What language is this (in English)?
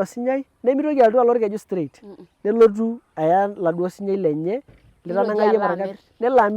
Masai